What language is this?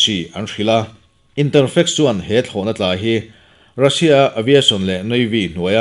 Mizo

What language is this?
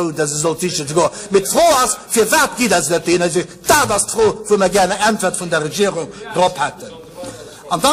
Luxembourgish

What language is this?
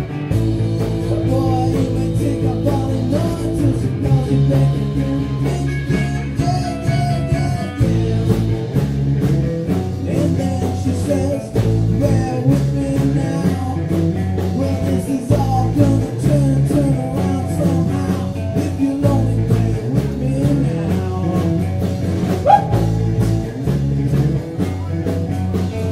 English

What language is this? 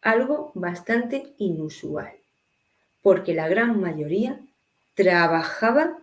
Ladino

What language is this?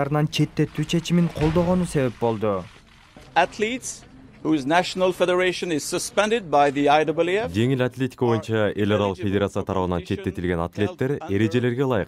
Kyrgyz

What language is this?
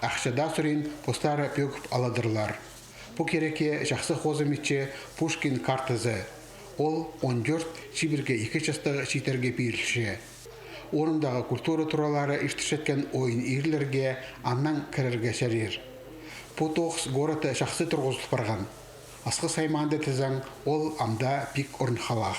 Khakas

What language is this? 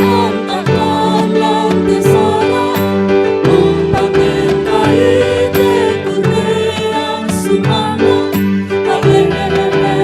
Toraja-Sa'dan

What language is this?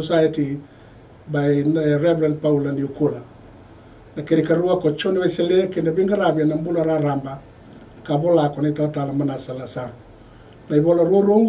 Fijian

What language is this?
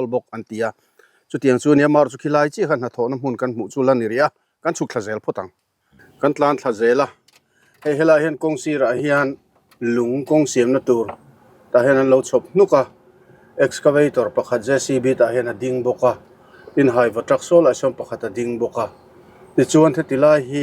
Mizo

